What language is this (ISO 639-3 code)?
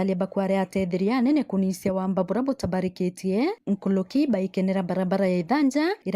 mer